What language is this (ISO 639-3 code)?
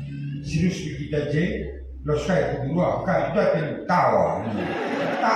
btx